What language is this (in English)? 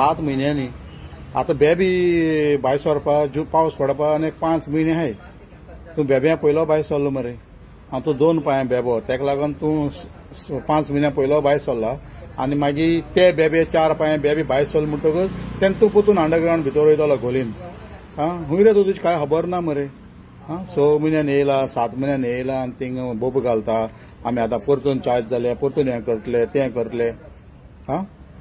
Konkani